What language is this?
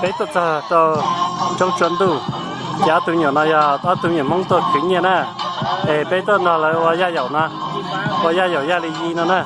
Hmong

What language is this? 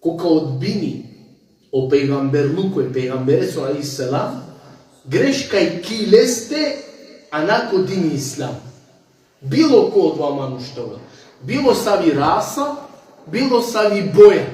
Balkan Romani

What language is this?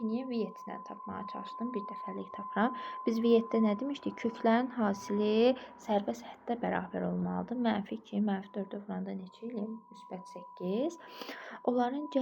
Azerbaijani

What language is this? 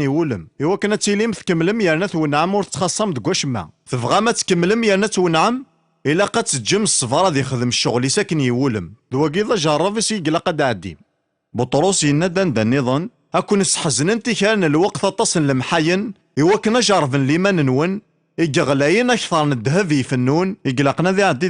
Kabyle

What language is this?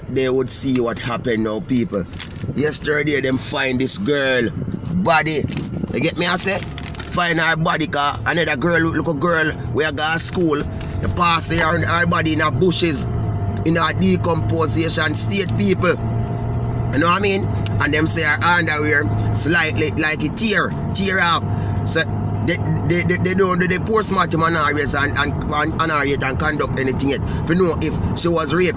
Jamaican Creole English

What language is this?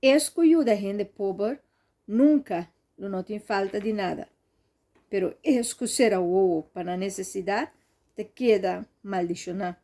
Papiamento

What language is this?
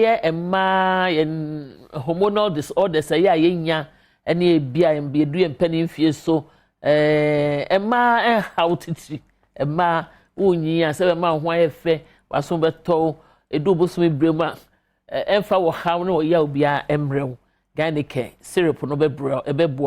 Akan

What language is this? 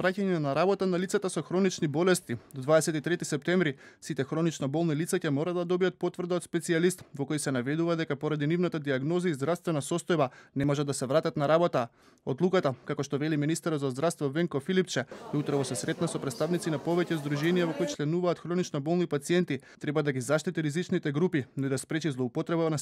Macedonian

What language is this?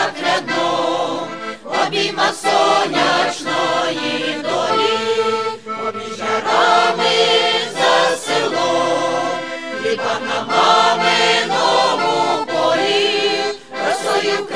Ukrainian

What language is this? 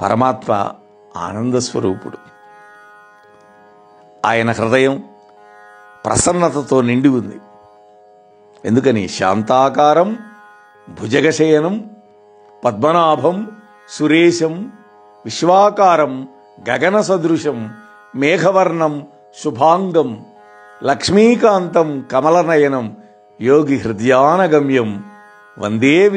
Telugu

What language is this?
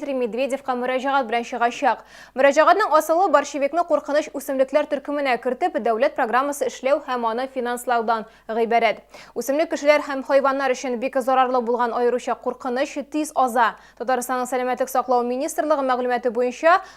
Tatar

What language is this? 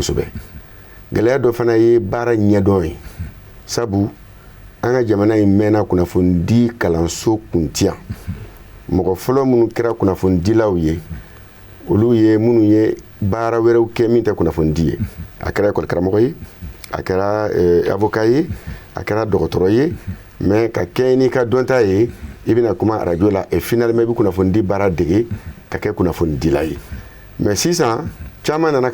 Bambara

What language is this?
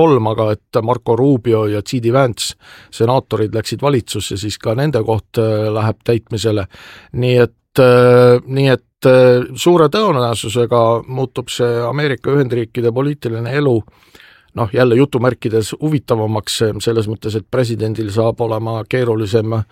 Estonian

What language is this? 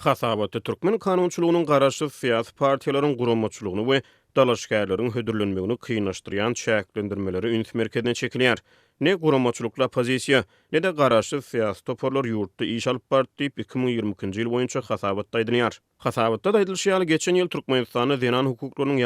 Turkmen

